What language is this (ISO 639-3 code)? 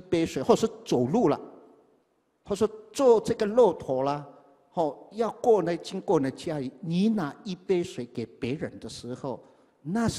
zho